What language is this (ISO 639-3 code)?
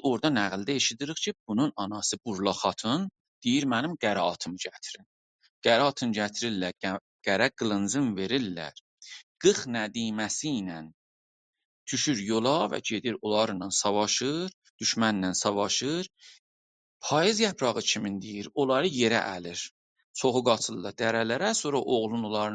azb